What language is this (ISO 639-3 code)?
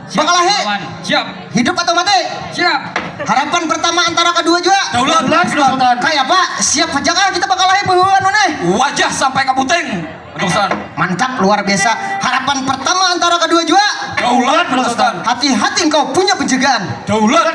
bjn